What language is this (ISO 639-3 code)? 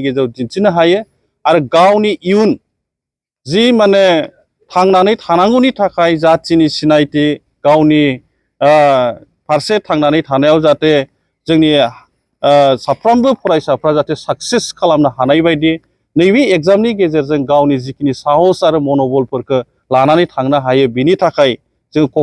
brx